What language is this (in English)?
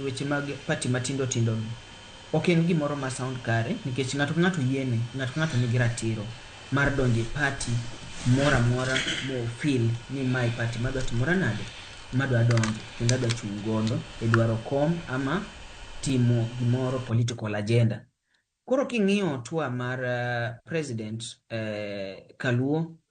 Luo (Kenya and Tanzania)